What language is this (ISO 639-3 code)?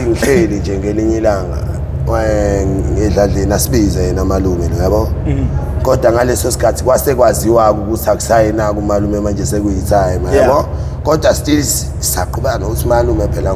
zul